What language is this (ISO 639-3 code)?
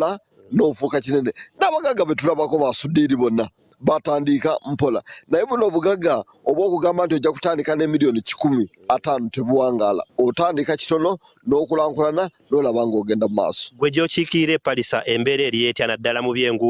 lug